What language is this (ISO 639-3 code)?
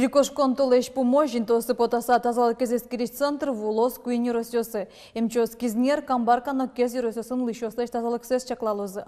udm